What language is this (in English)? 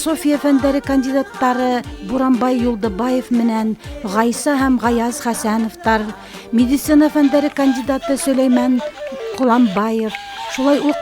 Bashkir